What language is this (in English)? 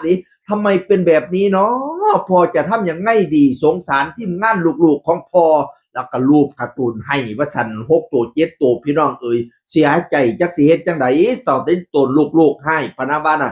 Northeastern Thai